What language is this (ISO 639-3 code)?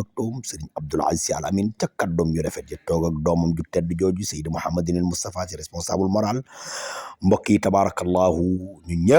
wol